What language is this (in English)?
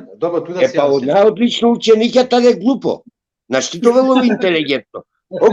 Balkan Romani